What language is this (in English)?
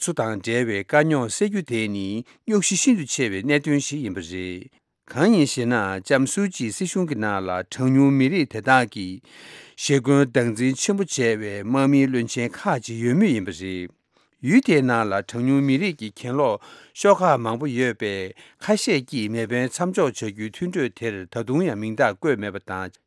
Tibetan